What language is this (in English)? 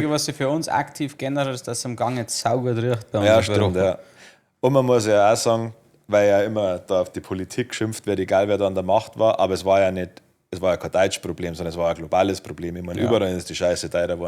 Bavarian